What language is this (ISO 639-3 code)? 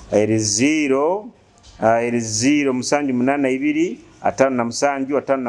nyo